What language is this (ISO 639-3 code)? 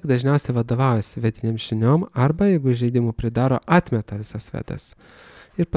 lit